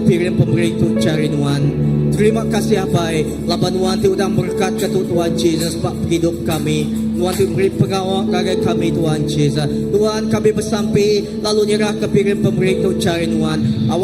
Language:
Iban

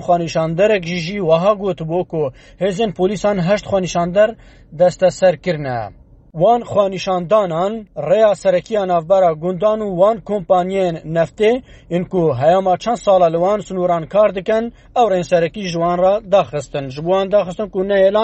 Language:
Kurdish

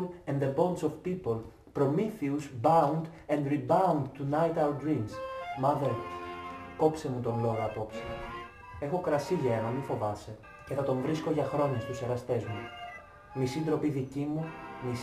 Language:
Greek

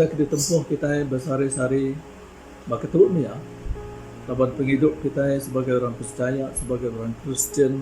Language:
Iban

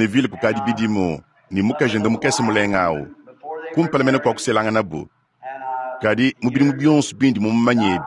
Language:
Luba-Lulua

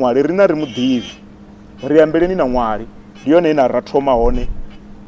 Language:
Venda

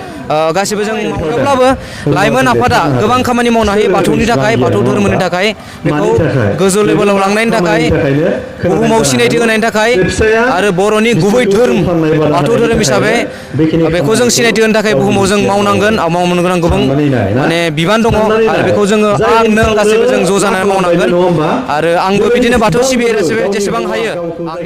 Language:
Bodo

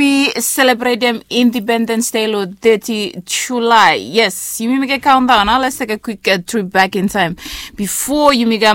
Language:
Bislama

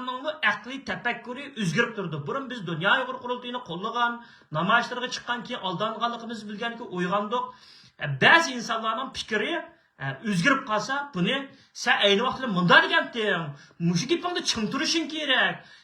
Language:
Uyghur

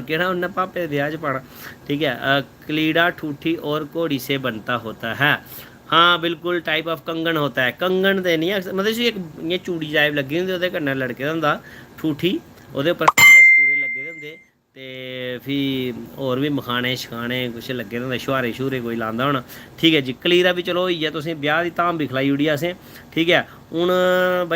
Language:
Dogri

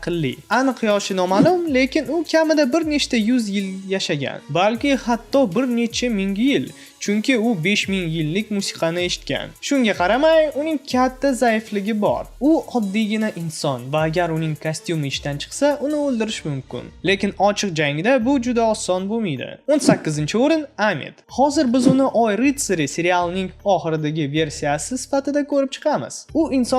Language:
Uzbek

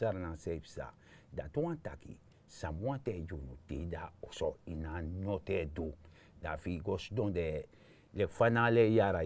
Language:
Sranan Tongo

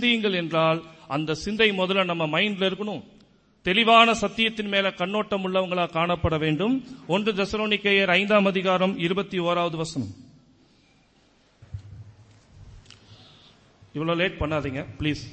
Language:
Tamil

